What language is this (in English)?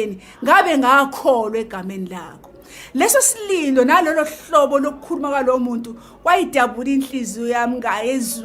Zulu